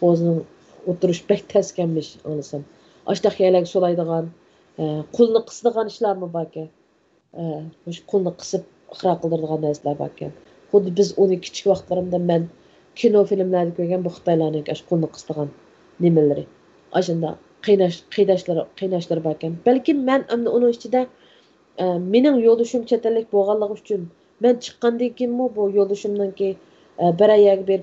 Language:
Uyghur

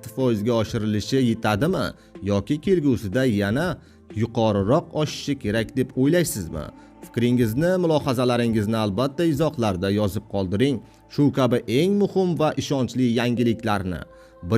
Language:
Uzbek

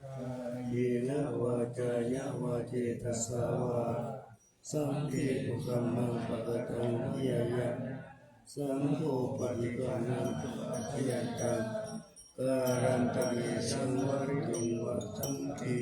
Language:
Pali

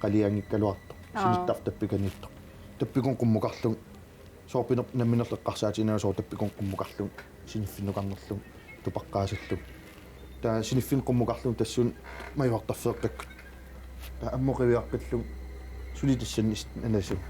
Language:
Kalaallisut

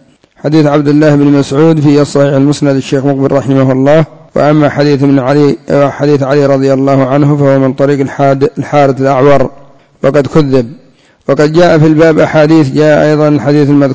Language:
Arabic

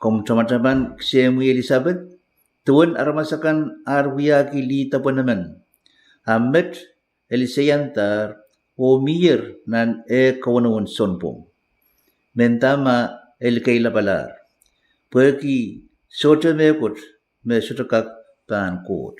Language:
Pohnpeian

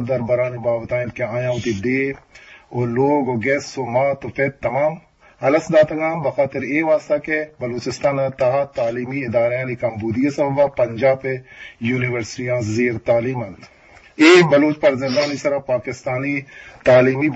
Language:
Eastern Balochi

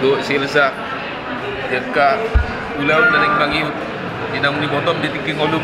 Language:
Batak Toba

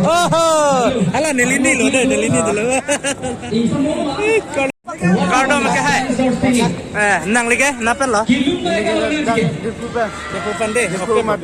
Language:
Karbi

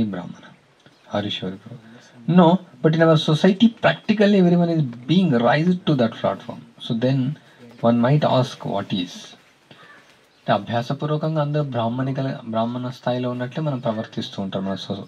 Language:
Telugu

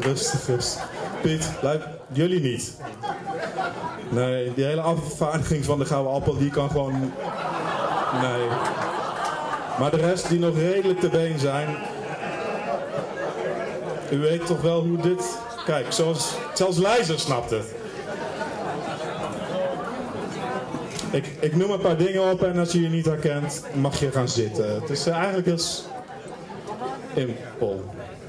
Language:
Dutch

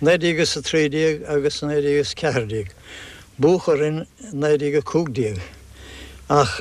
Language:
Irish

